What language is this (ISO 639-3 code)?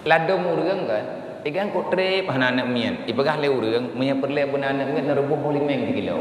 ace